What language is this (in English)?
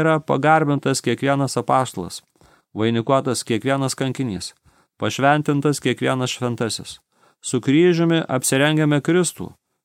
Lithuanian